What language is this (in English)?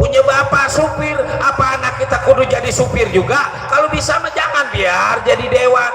Betawi